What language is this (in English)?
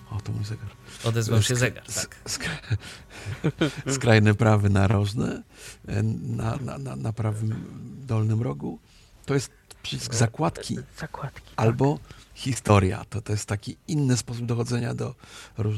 Polish